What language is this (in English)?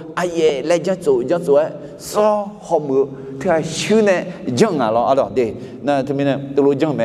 Akha